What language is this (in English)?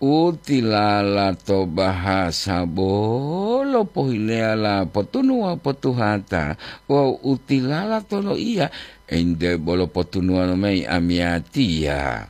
Gorontalo